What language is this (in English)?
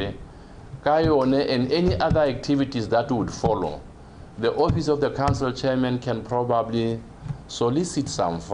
Tswana